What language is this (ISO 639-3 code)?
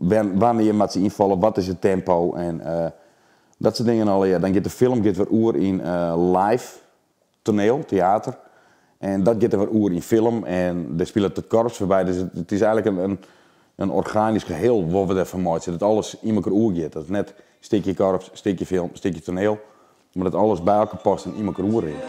fry